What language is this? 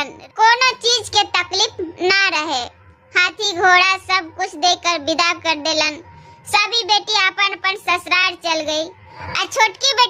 Bhojpuri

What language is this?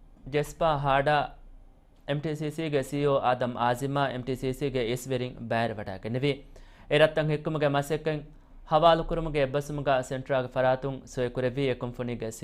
Divehi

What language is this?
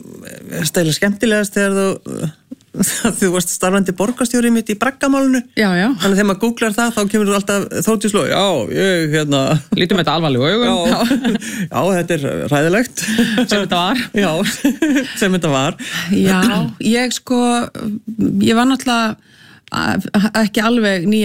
Icelandic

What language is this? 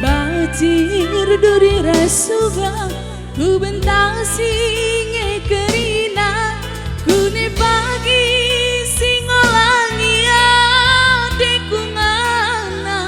Batak Karo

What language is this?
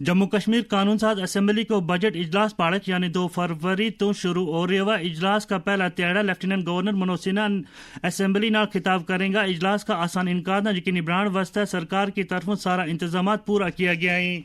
Gujari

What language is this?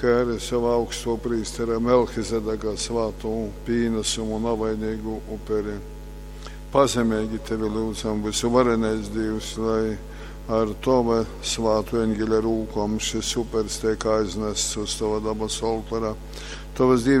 Latgalian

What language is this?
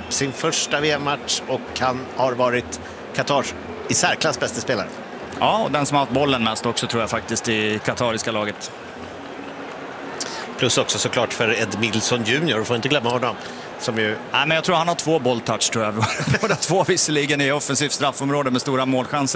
Swedish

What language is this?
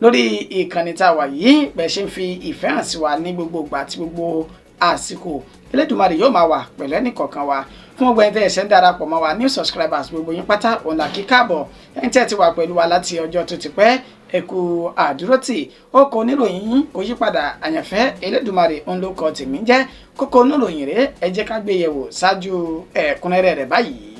Yoruba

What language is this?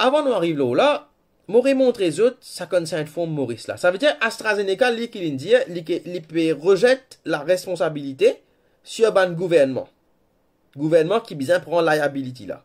Morisyen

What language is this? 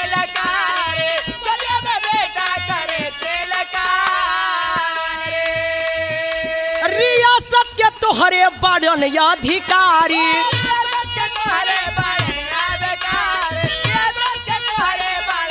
Bhojpuri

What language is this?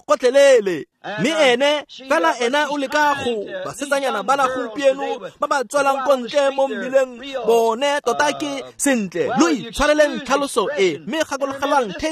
Tswana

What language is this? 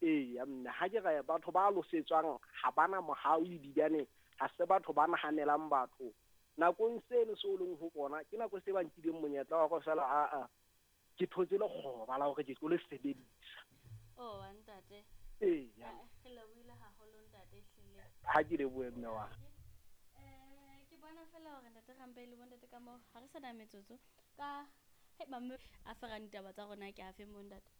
Southern Sotho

